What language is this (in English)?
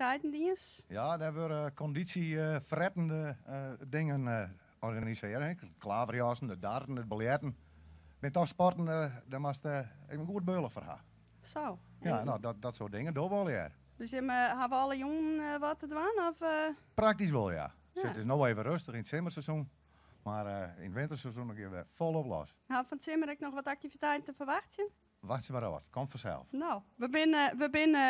Western Frisian